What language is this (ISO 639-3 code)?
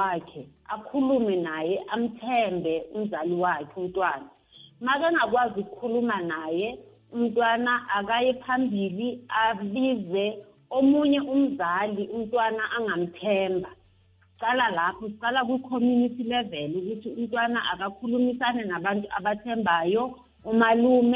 nbl